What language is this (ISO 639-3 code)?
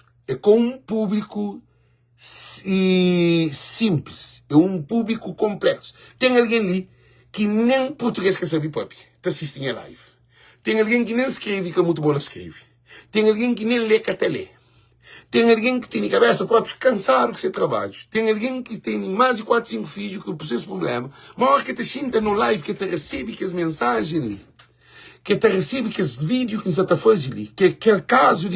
kea